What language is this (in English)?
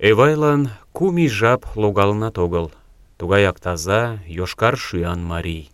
Mari